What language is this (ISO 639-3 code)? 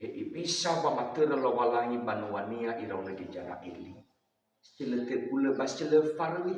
nia